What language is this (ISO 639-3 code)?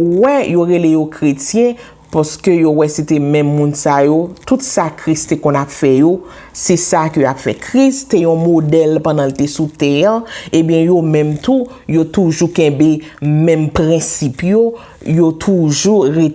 hat